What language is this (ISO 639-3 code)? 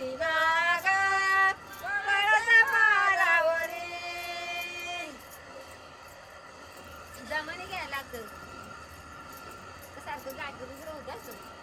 mar